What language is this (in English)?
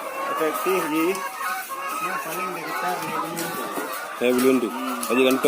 Achinese